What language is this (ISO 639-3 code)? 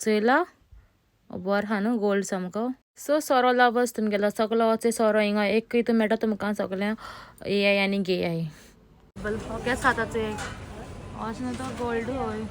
kok